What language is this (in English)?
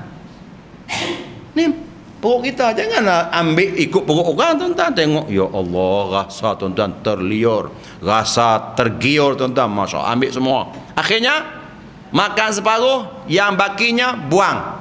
Malay